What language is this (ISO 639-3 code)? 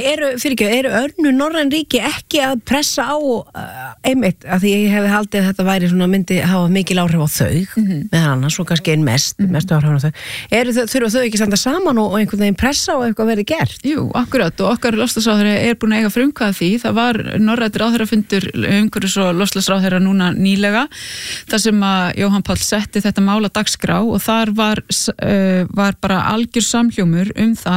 isl